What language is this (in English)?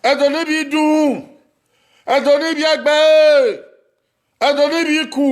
Bini